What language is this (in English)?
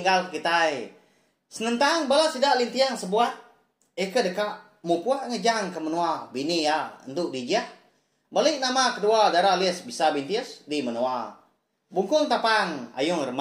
Iban